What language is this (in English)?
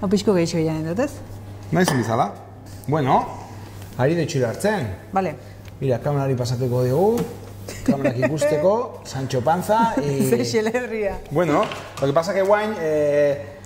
Basque